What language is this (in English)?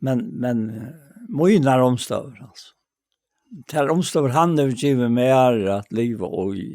Faroese